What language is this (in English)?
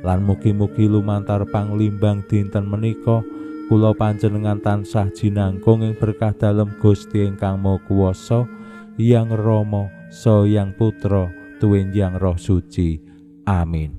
Javanese